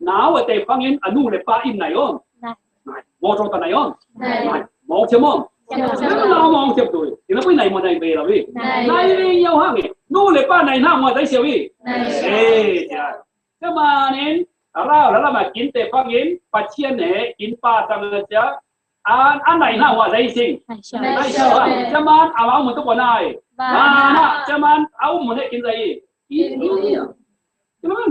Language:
Falam Chin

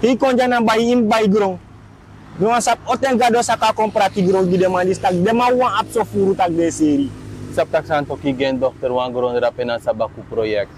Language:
Sranan Tongo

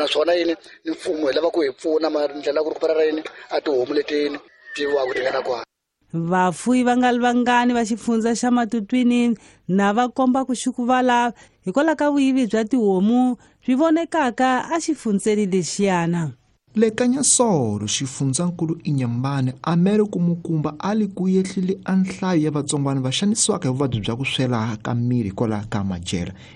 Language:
Tsonga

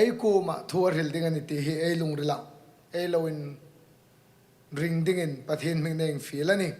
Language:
Hmar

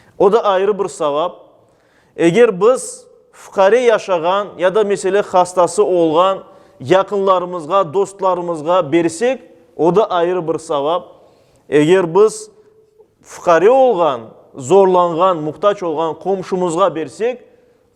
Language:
Crimean Tatar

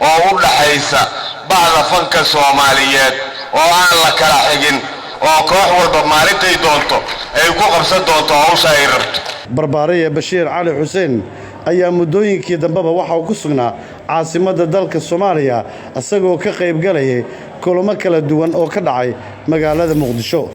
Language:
Somali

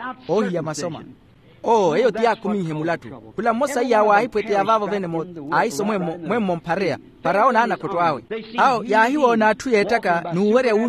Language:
Makhuwa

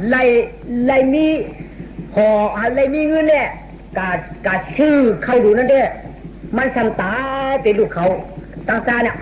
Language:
Shan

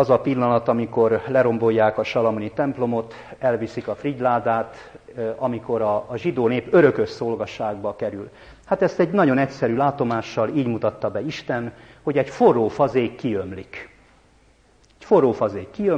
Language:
Hungarian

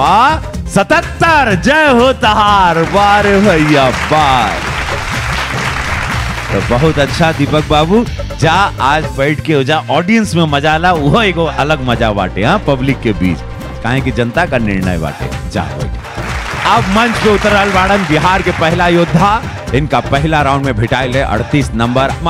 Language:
Bhojpuri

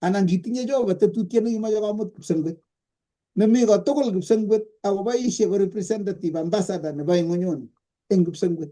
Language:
Kalenjin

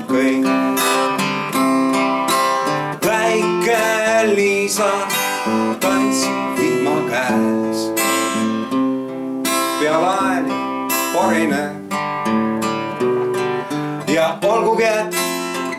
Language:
Estonian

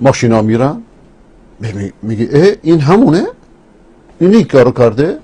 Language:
Persian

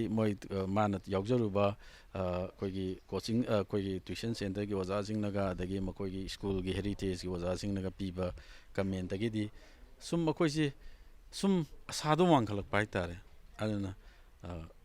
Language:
Manipuri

